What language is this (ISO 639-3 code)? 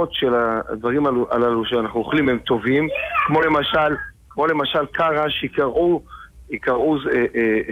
heb